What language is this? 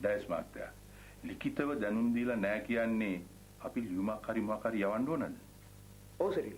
Sinhala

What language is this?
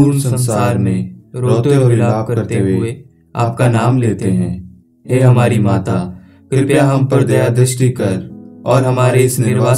Hindi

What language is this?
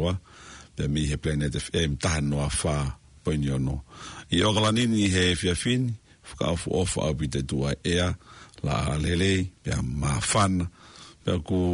Tongan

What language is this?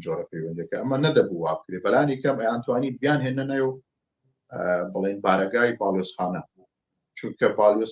Central Kurdish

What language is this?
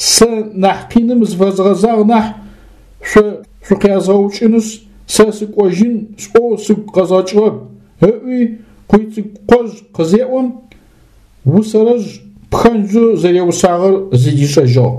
Adyghe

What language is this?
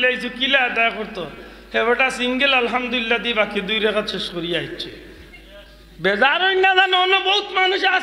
Sylheti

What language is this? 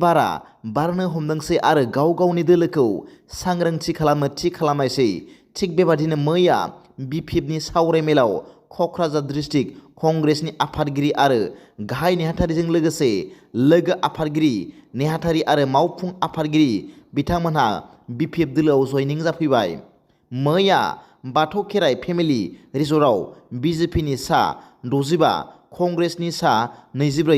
Bodo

